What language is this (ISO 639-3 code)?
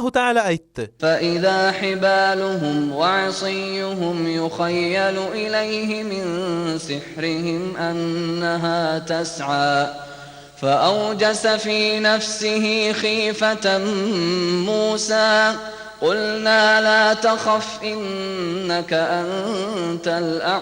kum